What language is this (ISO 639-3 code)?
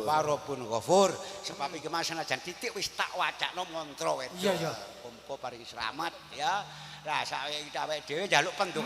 jav